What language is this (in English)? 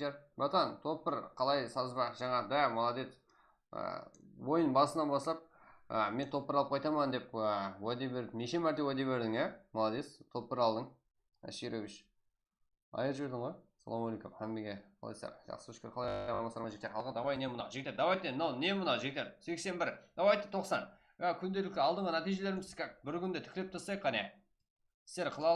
Kara-Kalpak